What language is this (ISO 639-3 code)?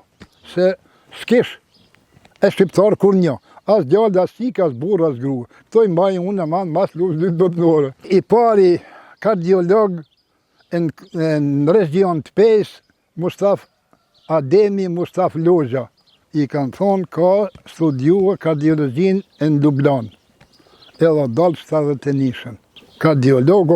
sqi